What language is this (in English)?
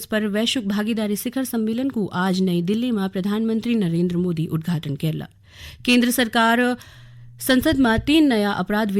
Garhwali